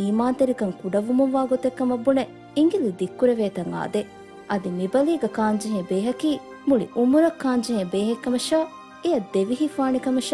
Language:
Divehi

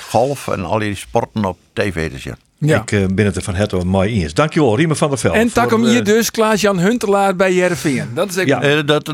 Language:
Western Frisian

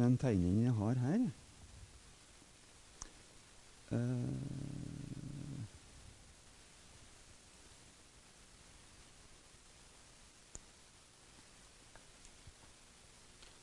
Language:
Norwegian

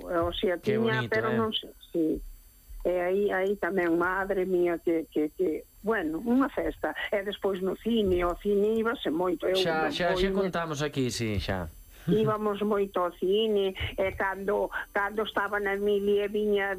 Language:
Galician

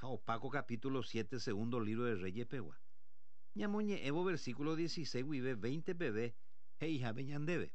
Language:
Guarani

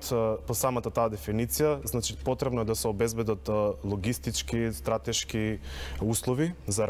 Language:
Macedonian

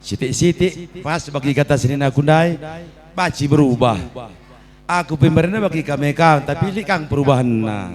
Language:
Batak Karo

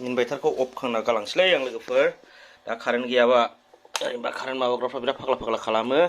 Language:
Bodo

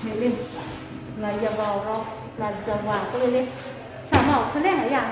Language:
Lahu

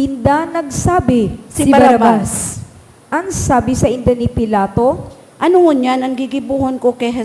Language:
Bikol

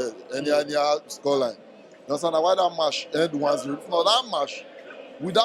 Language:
Nigerian Pidgin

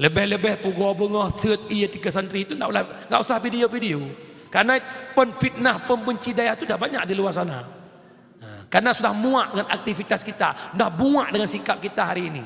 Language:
Achinese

